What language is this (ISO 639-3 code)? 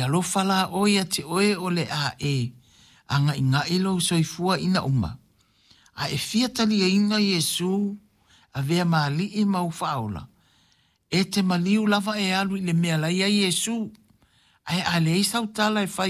smo